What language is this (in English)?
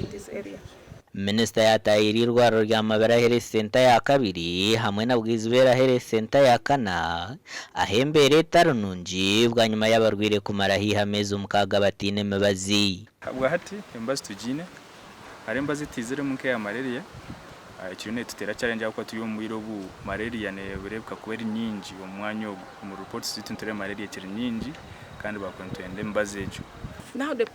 Nyankole